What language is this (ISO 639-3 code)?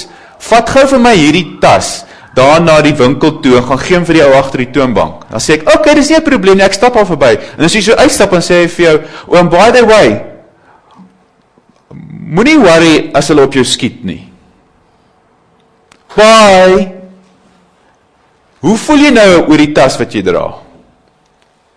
afr